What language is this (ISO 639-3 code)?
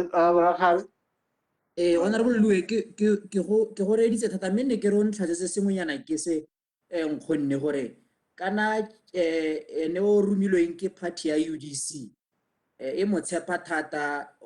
tsn